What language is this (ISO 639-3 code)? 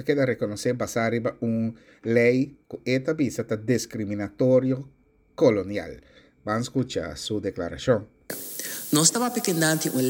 pap